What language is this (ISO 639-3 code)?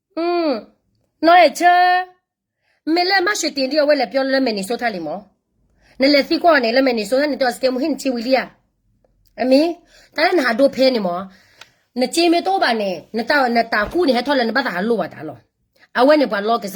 ksw